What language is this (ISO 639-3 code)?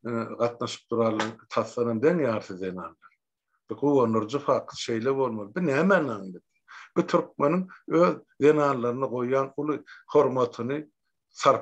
tuk